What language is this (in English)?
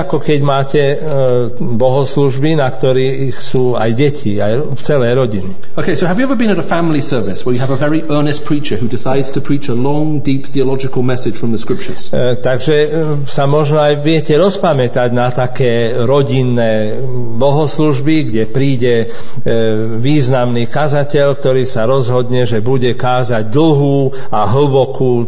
Slovak